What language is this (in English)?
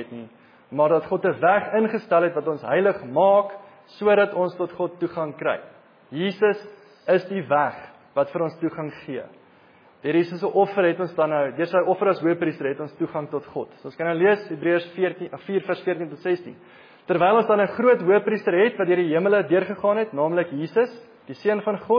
Afrikaans